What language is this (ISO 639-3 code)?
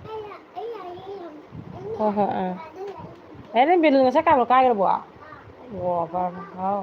mni